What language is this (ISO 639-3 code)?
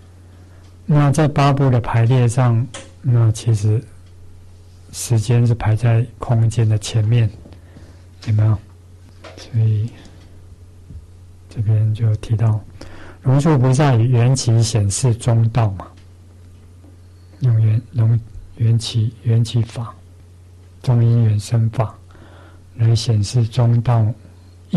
zho